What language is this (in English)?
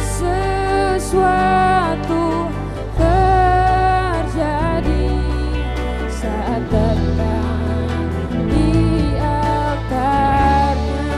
Ambonese Malay